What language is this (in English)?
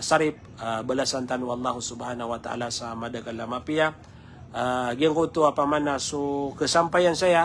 Maranao